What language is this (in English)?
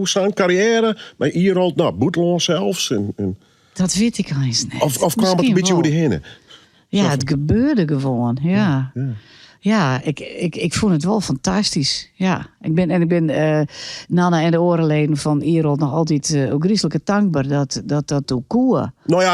Western Frisian